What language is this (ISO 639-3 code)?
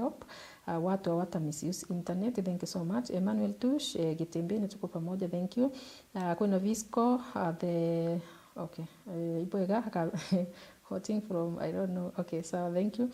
mer